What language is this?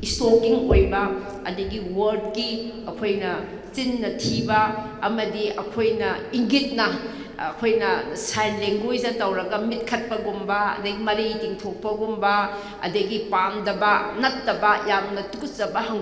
Manipuri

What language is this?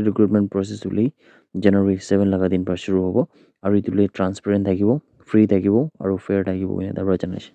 Naga Pidgin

